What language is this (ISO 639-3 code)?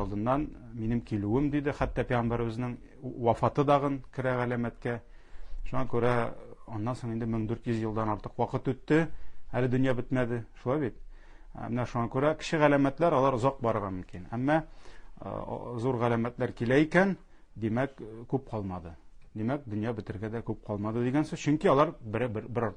tat